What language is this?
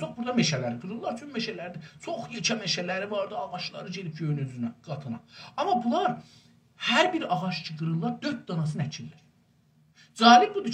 South Azerbaijani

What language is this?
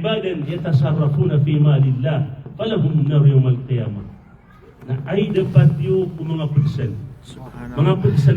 Maranao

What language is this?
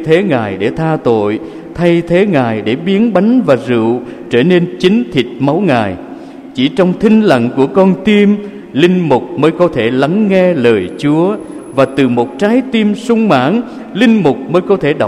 Vietnamese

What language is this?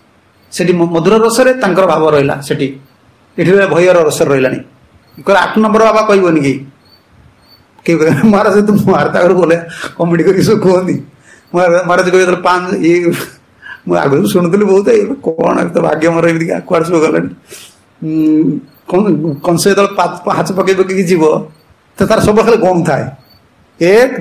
Odia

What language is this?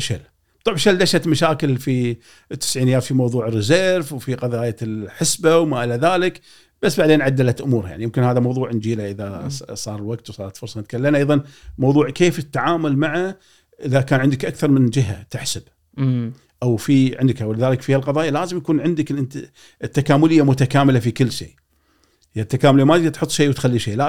Gulf Arabic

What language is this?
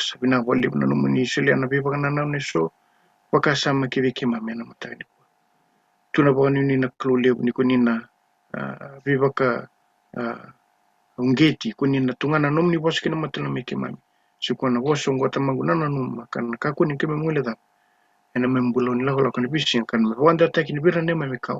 Fijian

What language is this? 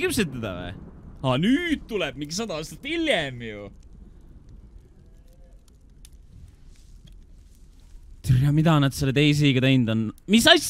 Estonian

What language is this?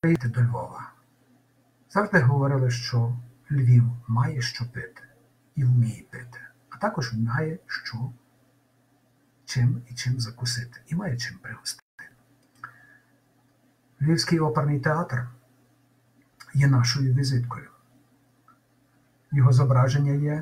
Ukrainian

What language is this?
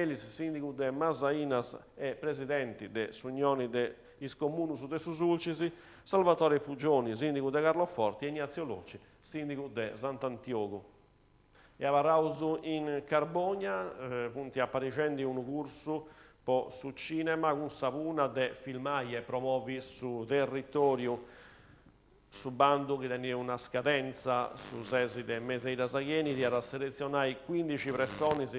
Sardinian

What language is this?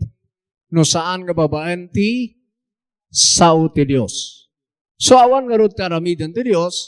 Iloko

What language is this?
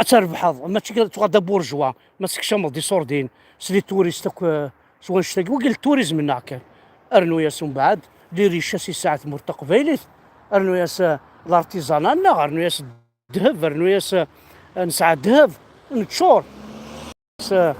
Kabyle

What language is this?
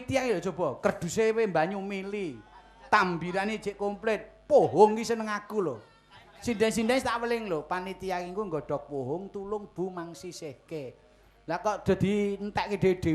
Javanese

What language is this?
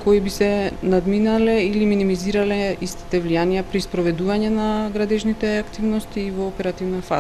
Macedonian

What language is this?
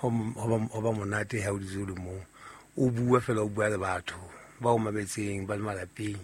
Southern Sotho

